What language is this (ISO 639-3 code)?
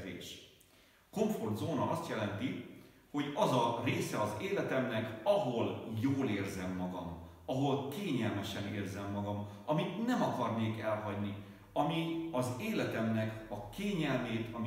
hun